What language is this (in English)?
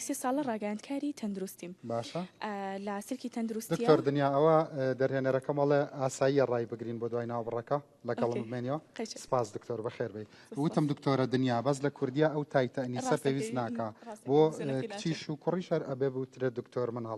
Central Kurdish